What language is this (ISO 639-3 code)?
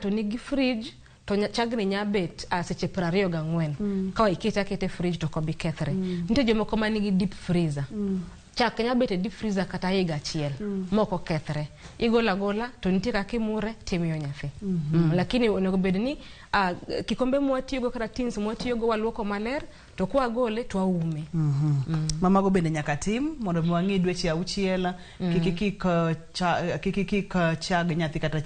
luo